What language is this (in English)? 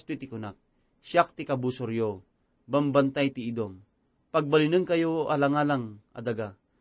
Iloko